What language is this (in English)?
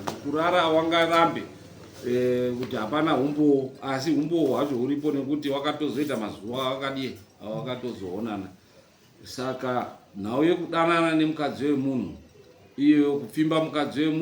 Shona